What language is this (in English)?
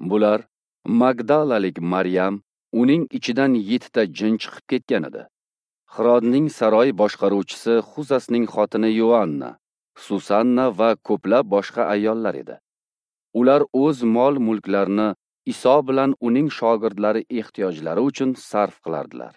Uzbek